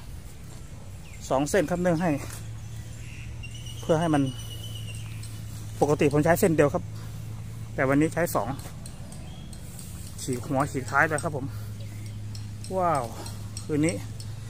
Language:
Thai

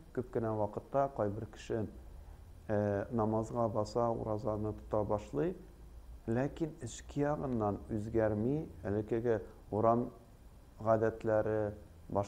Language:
Tatar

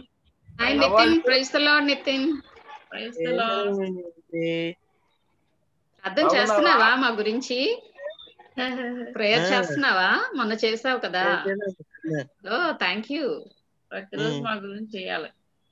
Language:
Telugu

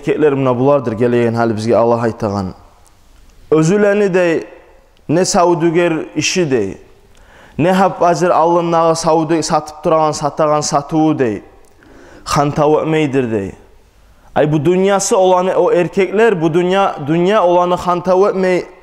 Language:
Kumyk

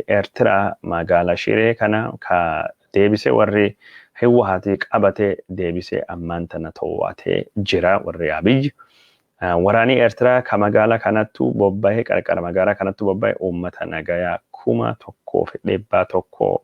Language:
Oromo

